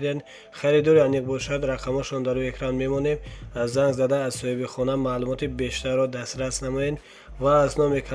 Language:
Tajik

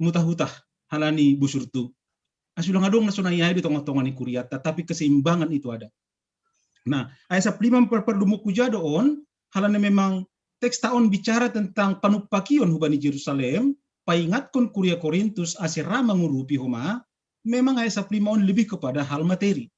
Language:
Batak Simalungun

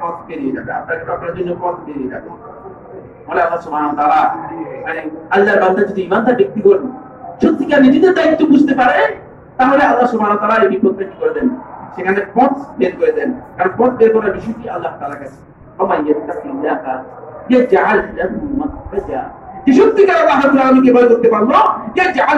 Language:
Bangla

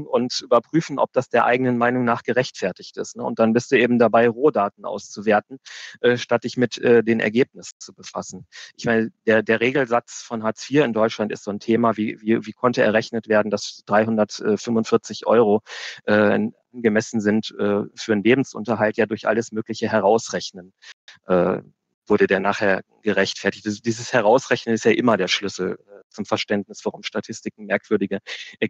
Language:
German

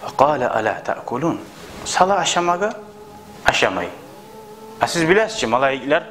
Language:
Kumyk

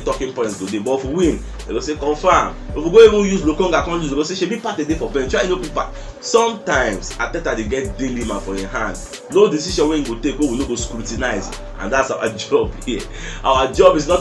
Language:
Nigerian Pidgin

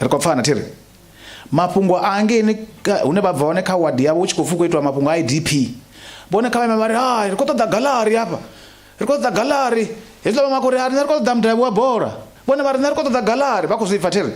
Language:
Venda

